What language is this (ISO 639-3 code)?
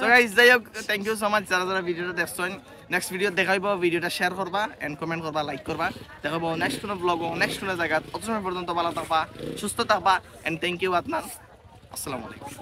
syl